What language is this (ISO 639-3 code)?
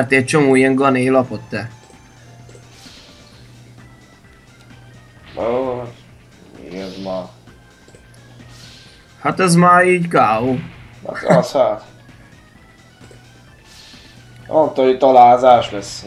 hun